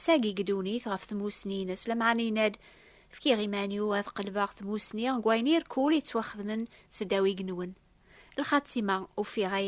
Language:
Kabyle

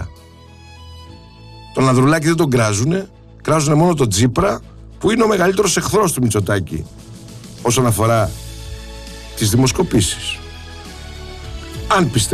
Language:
Greek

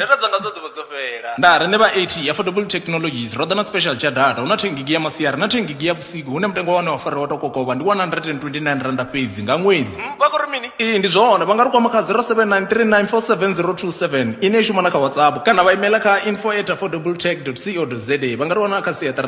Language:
Venda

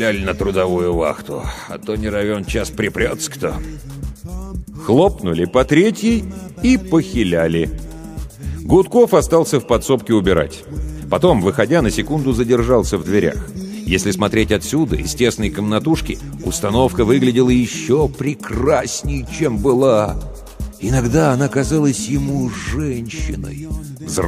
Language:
Russian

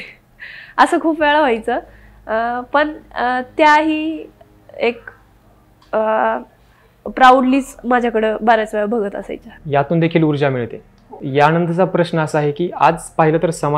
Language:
Marathi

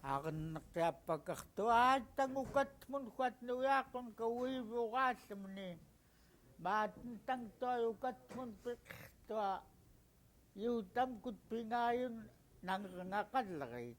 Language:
Central Yupik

